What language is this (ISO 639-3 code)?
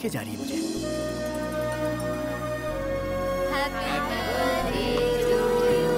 hin